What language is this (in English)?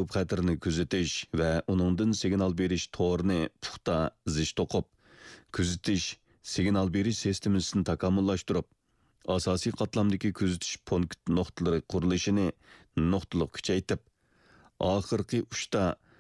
Uyghur